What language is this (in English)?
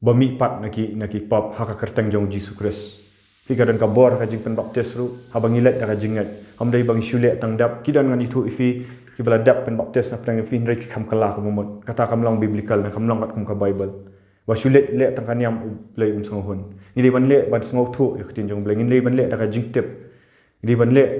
Khasi